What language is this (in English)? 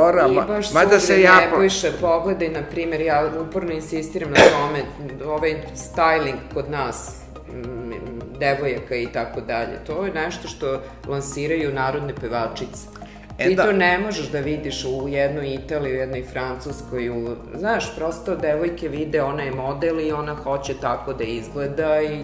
Serbian